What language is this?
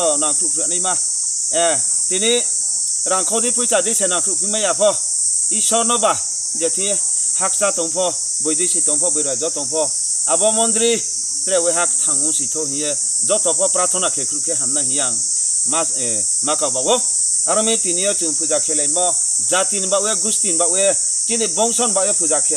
Riang (India)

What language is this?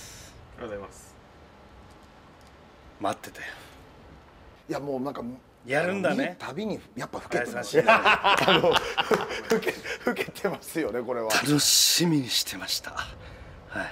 Japanese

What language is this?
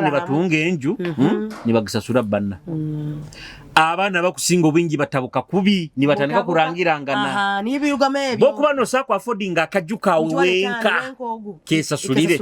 Nyoro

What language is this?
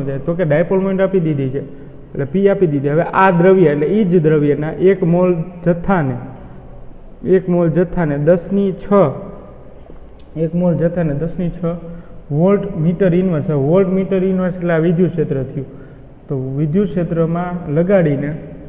Gujarati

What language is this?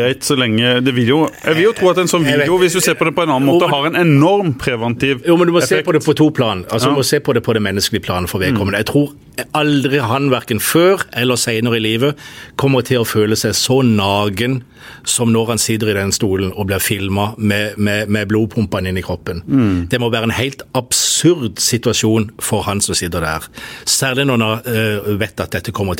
Norwegian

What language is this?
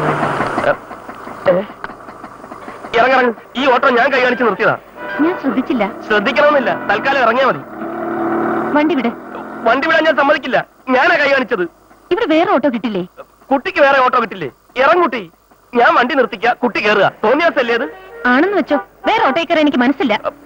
Malayalam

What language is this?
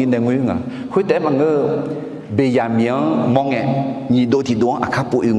Akha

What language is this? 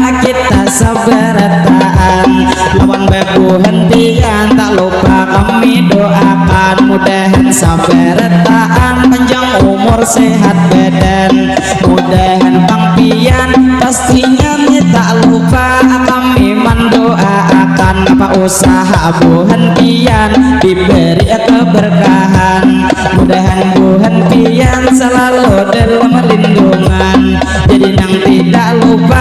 Banjar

